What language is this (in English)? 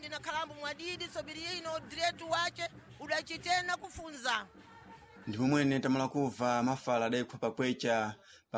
Sena